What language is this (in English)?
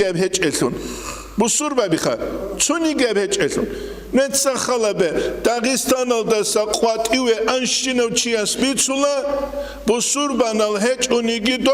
Avaric